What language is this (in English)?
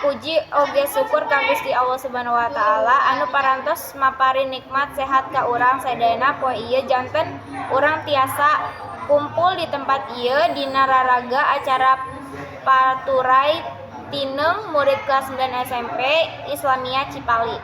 Sundanese